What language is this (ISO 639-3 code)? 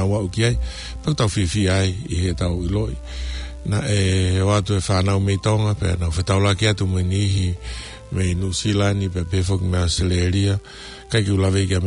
ton